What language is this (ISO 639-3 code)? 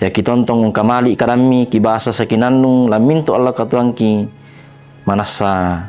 sda